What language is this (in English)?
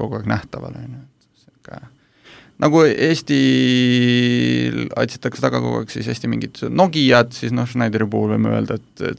Estonian